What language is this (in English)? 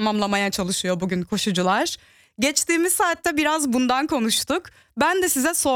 Turkish